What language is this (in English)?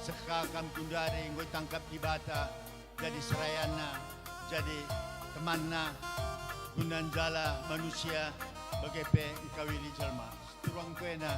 Batak Karo